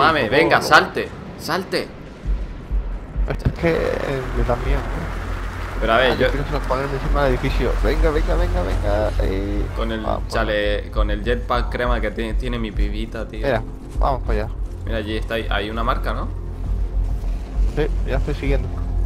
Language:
Spanish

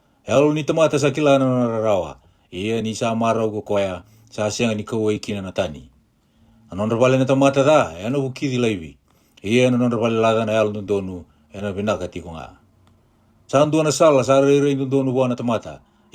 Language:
Fijian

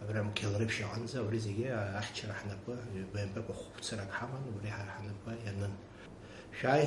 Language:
Abkhazian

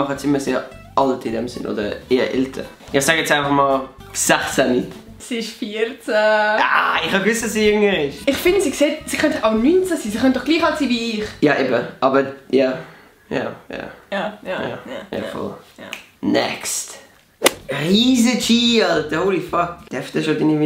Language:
Swiss German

